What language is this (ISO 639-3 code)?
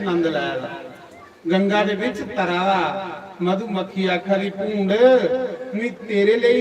doi